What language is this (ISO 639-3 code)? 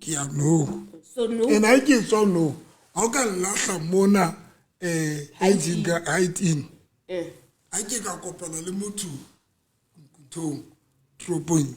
sot